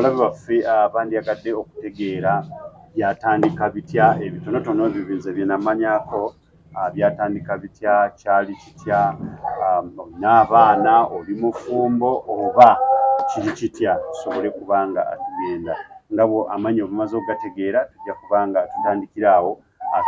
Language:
Ganda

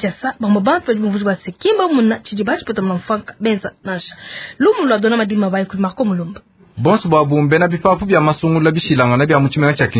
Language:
Luba-Lulua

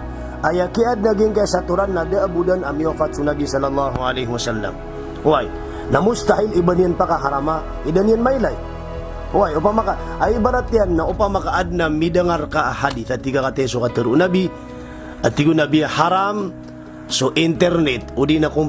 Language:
Maranao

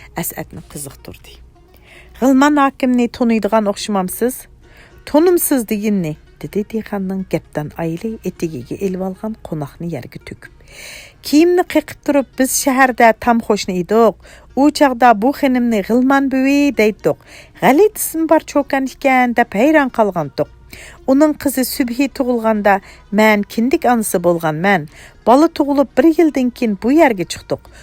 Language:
Uyghur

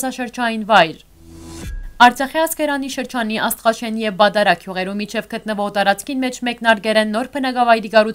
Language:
Western Armenian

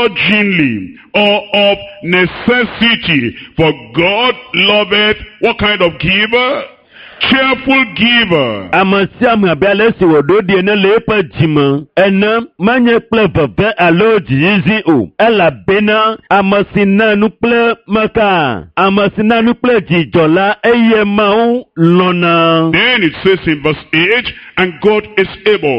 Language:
Ewe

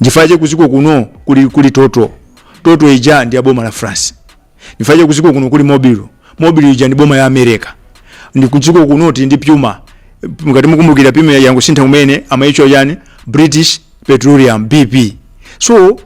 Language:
Nyanja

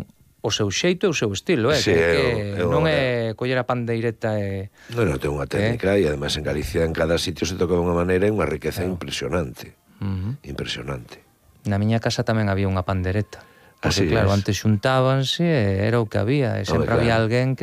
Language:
Galician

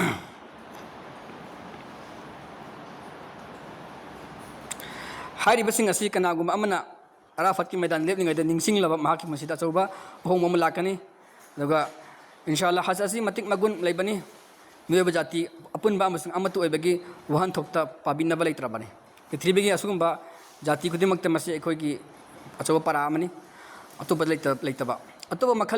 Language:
Manipuri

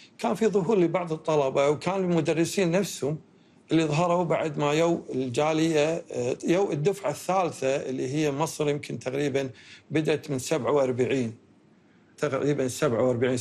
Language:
Gulf Arabic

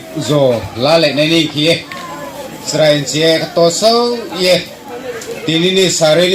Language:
Riang (India)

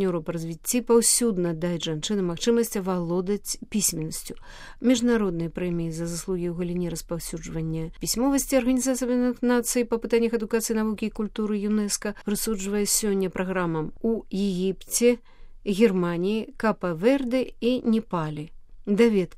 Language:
Belarusian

